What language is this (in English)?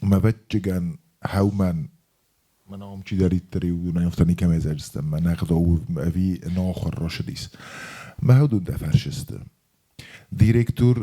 Ossetic